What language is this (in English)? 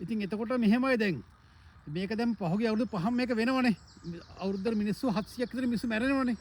Sinhala